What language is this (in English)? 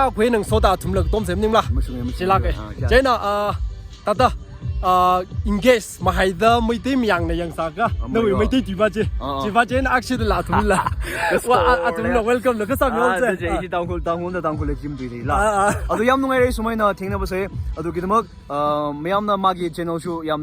Tangkhul Naga (India)